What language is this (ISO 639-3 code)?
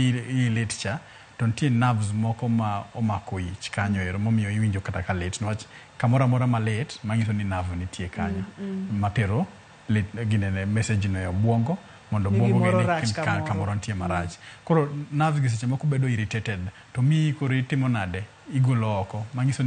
luo